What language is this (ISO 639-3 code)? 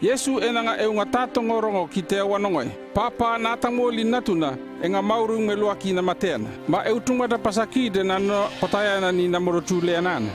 llp